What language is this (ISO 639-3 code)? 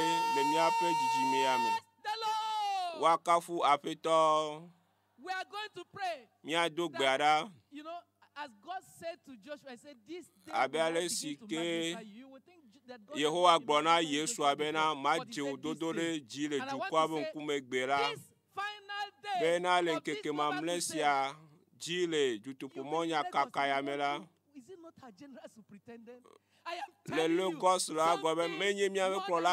ewe